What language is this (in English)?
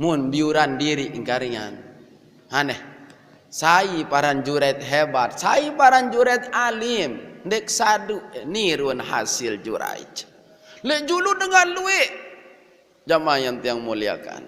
Sasak